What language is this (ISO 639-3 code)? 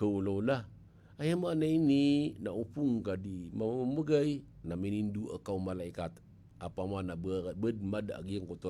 mrw